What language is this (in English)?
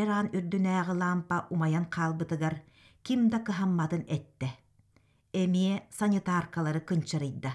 Yakut